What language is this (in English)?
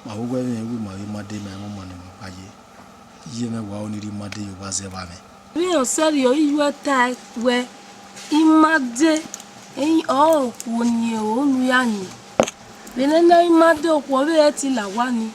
Bini